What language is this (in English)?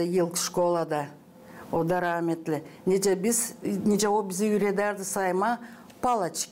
Gagauz